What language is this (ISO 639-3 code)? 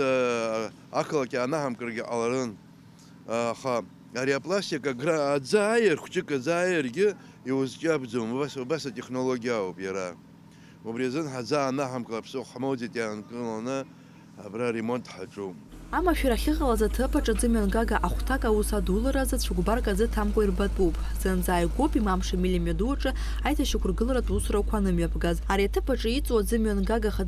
abk